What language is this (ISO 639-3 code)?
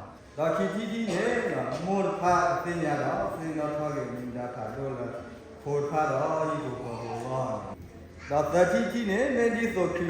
ksw